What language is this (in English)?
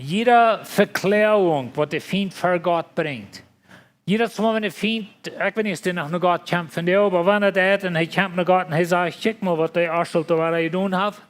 Plautdietsch